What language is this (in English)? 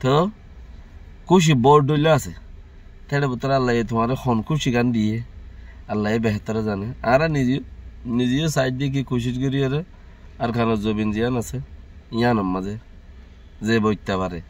Rohingya